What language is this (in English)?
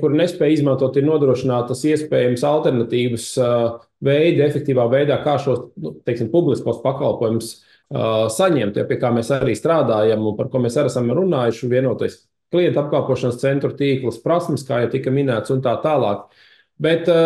Latvian